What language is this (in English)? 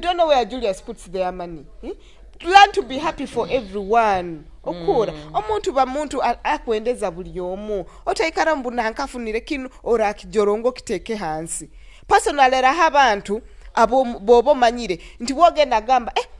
Nyoro